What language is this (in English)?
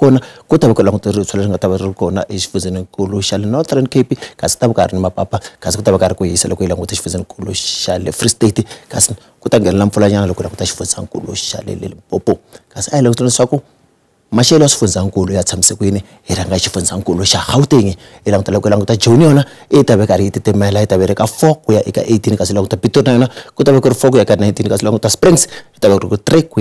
Tsonga